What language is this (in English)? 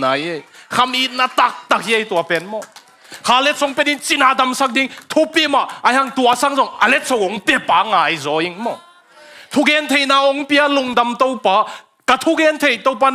Tedim Chin